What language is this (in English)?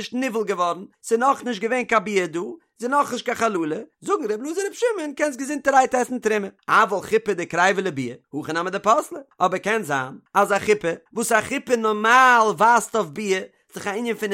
Yiddish